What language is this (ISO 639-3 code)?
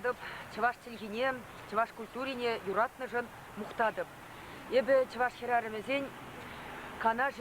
chv